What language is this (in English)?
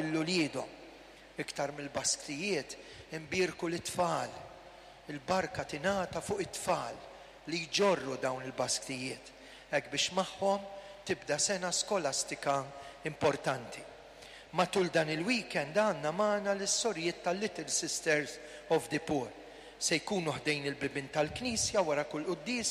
Maltese